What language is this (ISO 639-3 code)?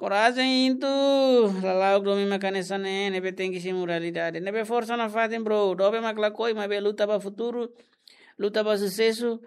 tet